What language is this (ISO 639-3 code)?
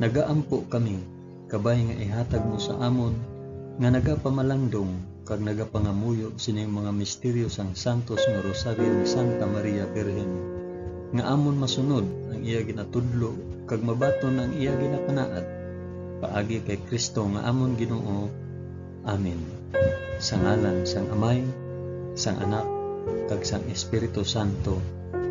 hil